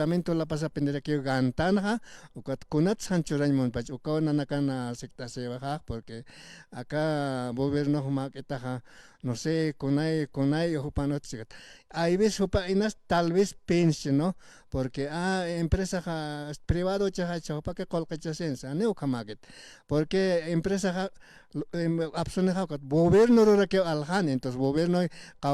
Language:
Aymara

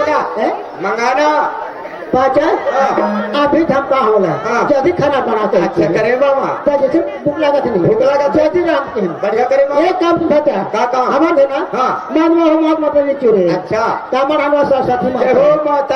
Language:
Chhattisgarhi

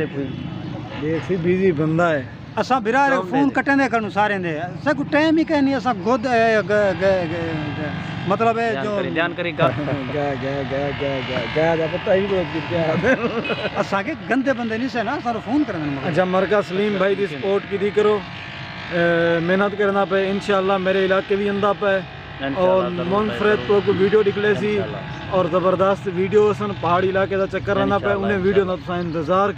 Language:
Saraiki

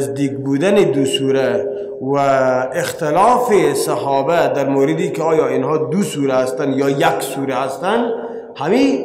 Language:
Persian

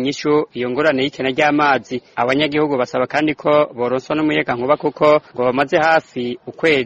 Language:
Rundi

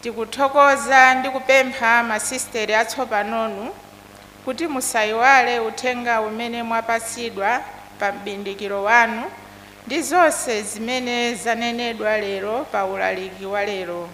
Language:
Nyanja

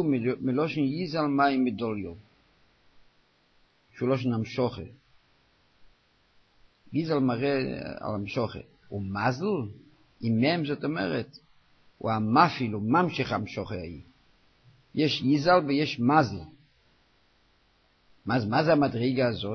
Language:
Hebrew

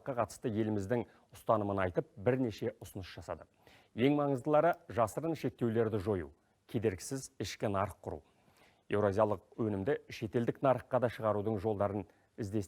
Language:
Kazakh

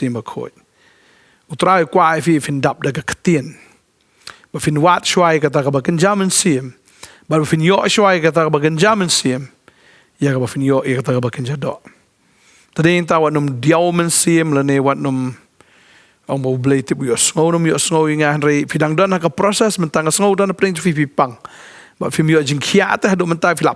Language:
Khasi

